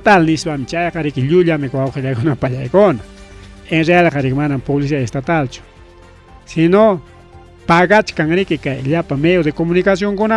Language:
Ayacucho Quechua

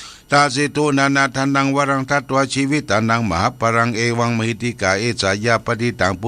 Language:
Pali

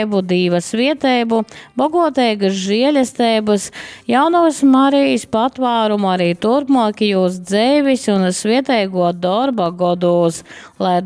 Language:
Latgalian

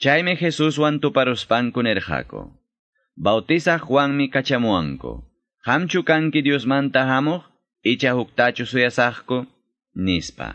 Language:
Quechua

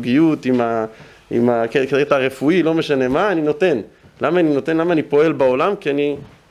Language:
Hebrew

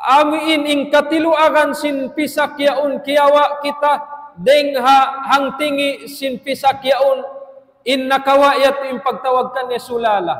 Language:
Tausug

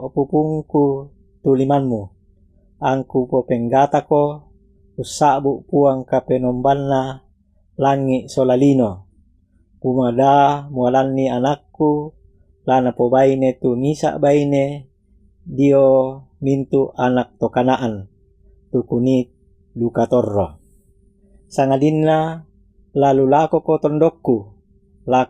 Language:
Toraja-Sa'dan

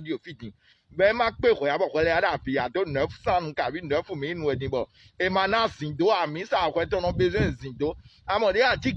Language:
Fon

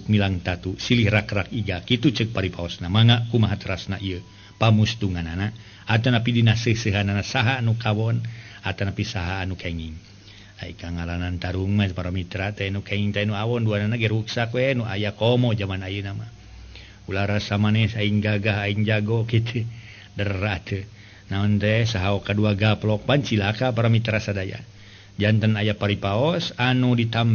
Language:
Sundanese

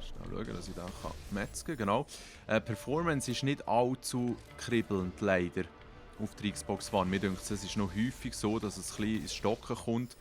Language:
Swiss German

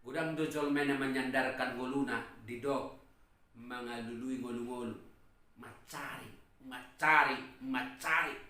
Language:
Batak Toba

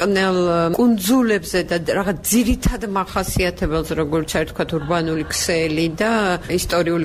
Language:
Georgian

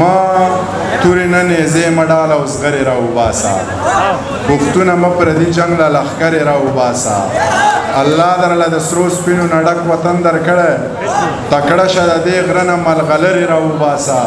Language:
Pashto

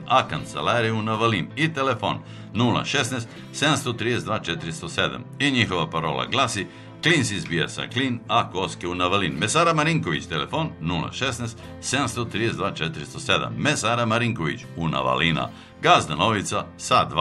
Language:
Serbian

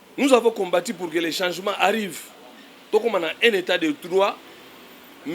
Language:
Lingala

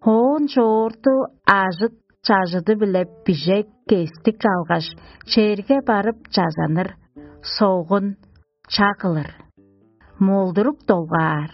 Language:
Tuvinian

